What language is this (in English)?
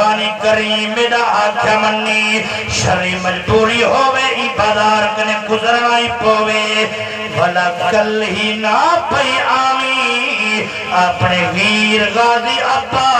Saraiki